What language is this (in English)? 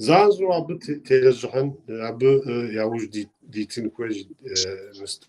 Kabardian